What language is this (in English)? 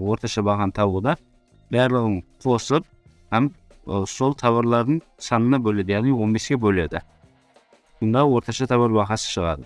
Kara-Kalpak